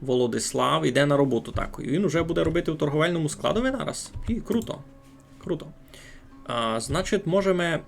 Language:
Rusyn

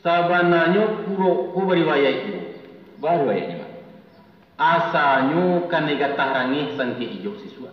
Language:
Minangkabau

